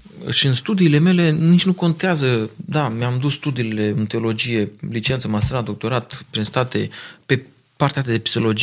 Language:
Romanian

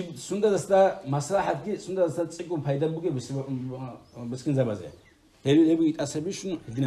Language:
Avaric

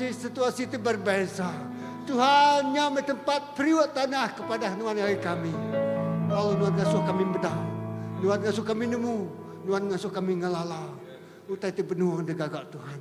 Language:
Iban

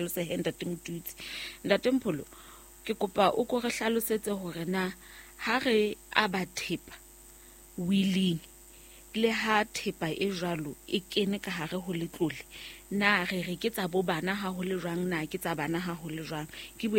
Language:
Southern Sotho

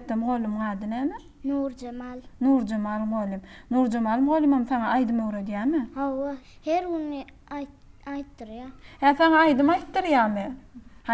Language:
Turkmen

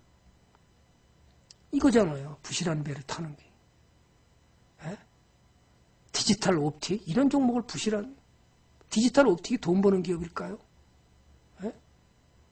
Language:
Korean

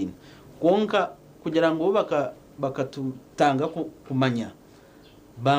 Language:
Nyankole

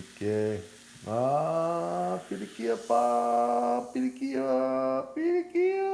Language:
Hawaiian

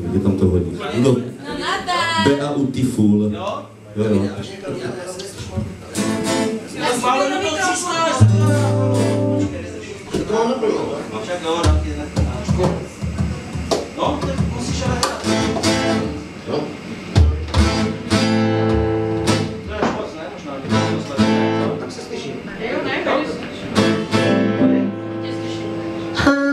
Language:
Czech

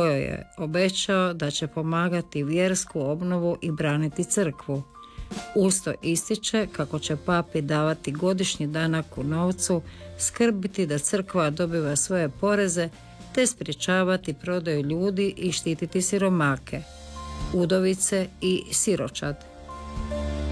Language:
Croatian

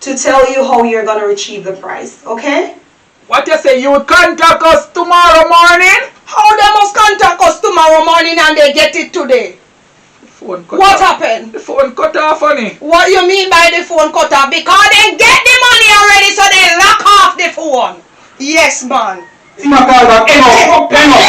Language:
Jamaican Creole English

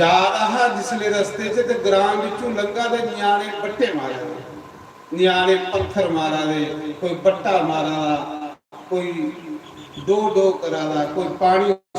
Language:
Dogri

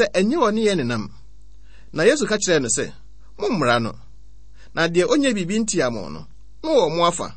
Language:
Akan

